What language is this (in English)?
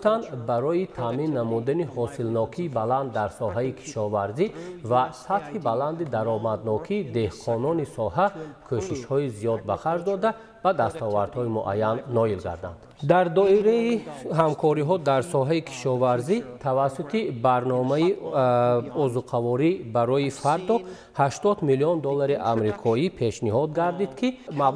Tajik